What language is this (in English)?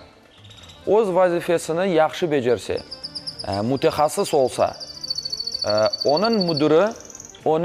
Crimean Tatar